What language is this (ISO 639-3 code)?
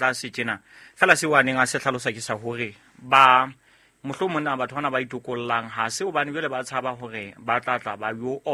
sot